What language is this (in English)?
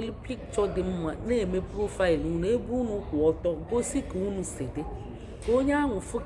Igbo